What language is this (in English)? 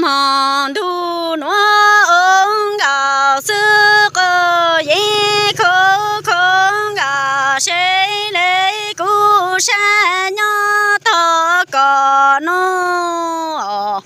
Hmong